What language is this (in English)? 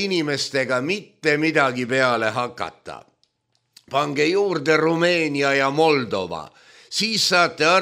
Estonian